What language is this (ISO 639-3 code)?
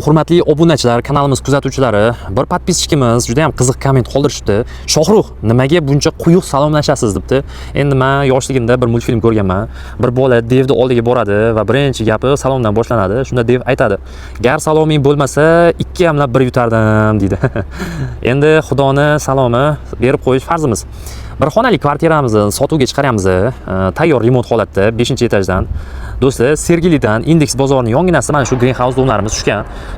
uzb